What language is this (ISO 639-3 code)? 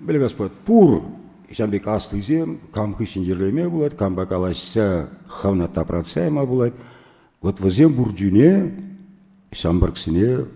chv